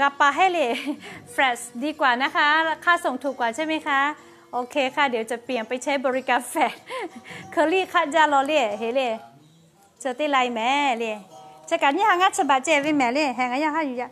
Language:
Lahu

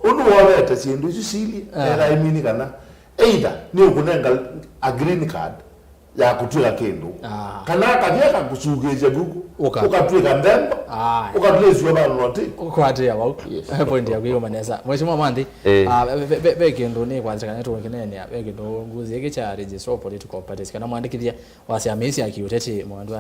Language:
Kamba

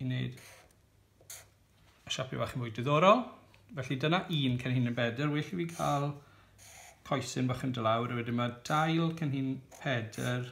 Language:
Welsh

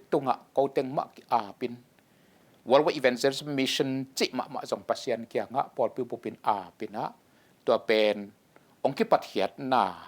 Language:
Tedim Chin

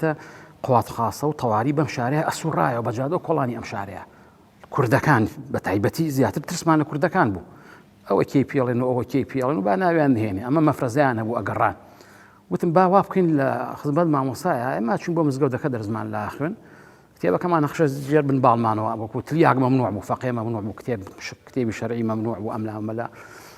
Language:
Central Kurdish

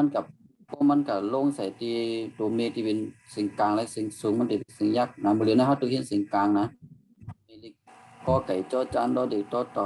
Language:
Shan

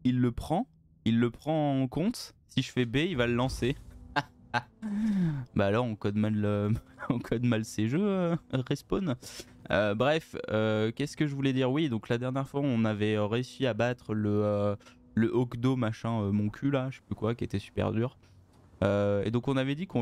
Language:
French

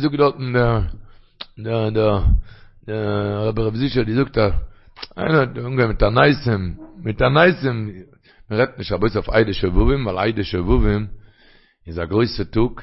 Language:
Yiddish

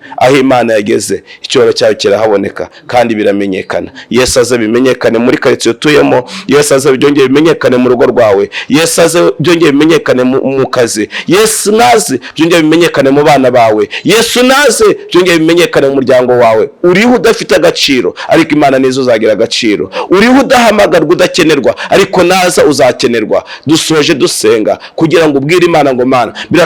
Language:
Kinyarwanda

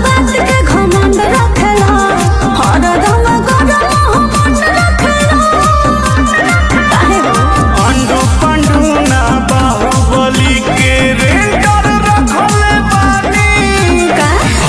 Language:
Bhojpuri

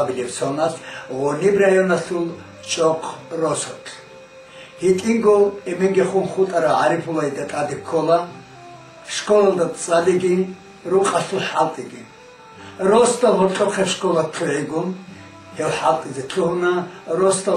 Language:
Avaric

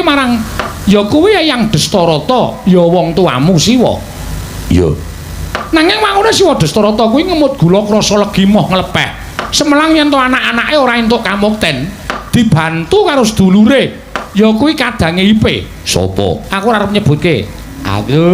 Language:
Javanese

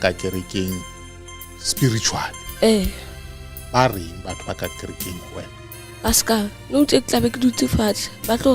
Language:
Southern Sotho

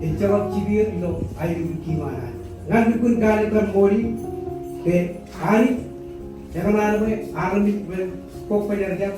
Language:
Marshallese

